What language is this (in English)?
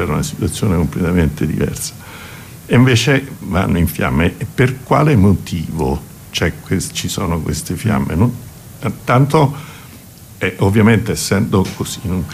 Italian